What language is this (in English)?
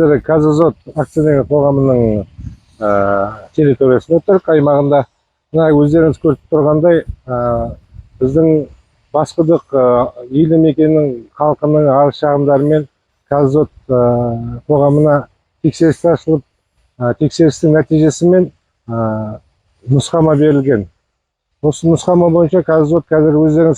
Kazakh